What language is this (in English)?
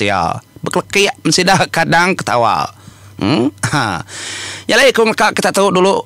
Iban